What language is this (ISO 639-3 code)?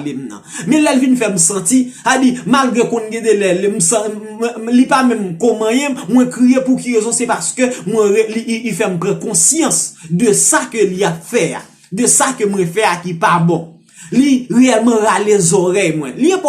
hat